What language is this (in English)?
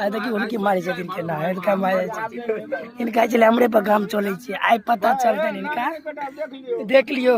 Maithili